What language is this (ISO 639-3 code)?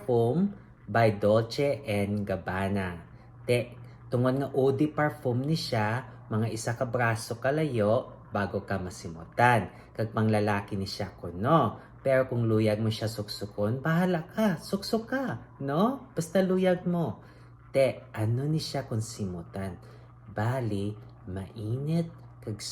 hil